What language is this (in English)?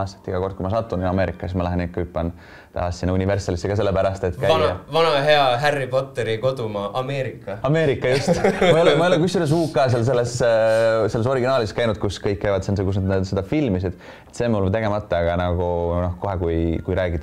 Estonian